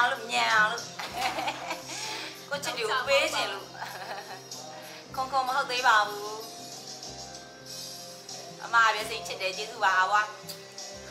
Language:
Burmese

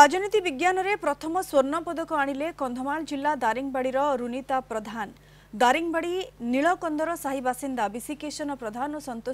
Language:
Odia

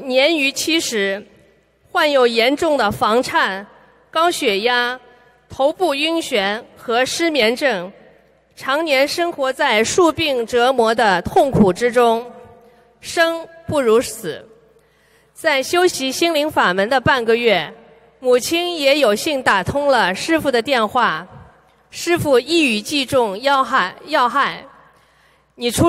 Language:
Chinese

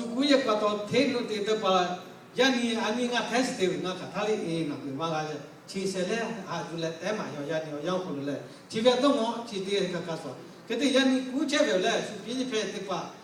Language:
Lahu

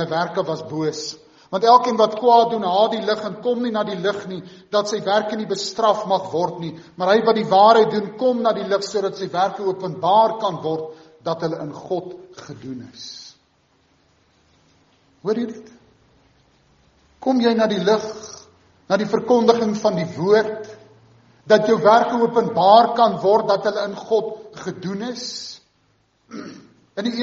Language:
Afrikaans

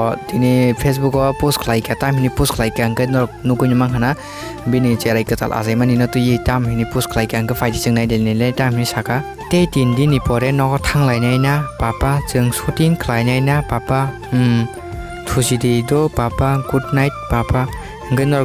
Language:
Kok Borok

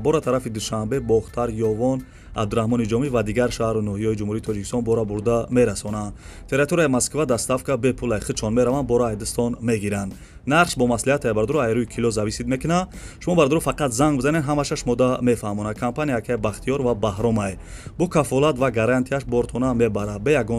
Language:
Tajik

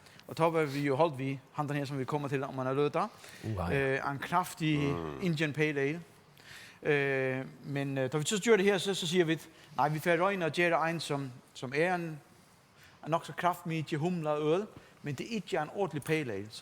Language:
Faroese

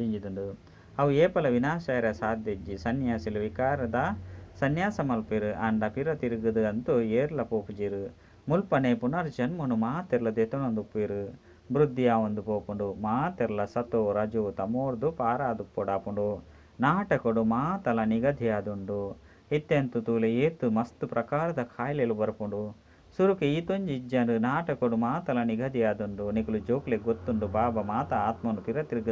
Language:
Tulu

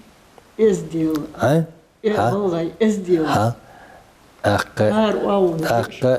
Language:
Ingush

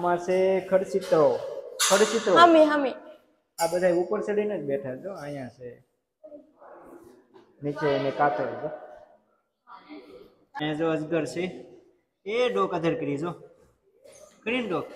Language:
Gujarati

